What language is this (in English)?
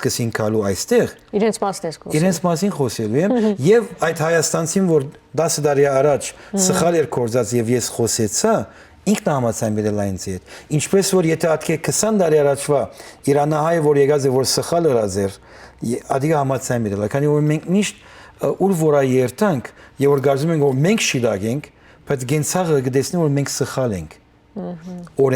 Western Armenian